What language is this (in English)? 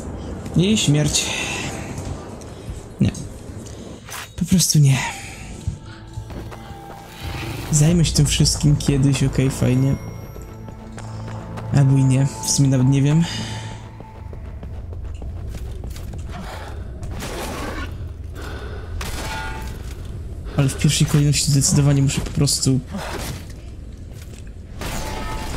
Polish